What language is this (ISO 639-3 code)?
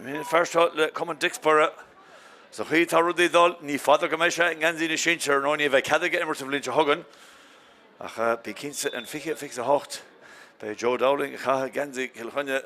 gle